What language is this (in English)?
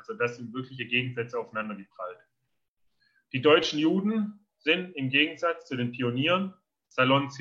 German